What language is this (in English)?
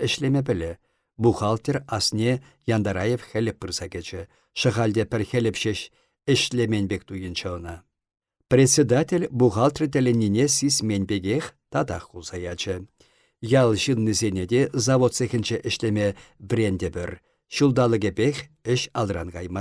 Chuvash